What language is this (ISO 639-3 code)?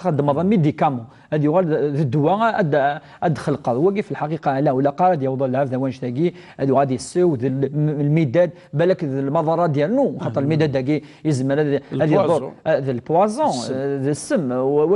kab